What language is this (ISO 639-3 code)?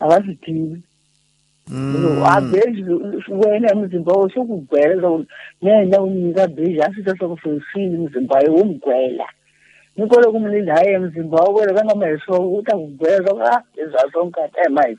tso